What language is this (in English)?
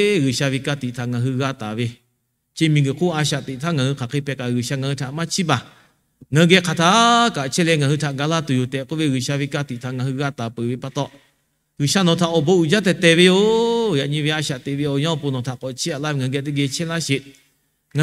Lahu